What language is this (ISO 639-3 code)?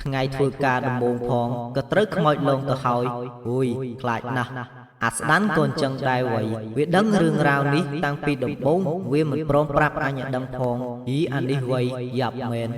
khm